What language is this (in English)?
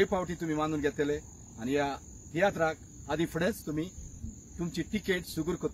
Konkani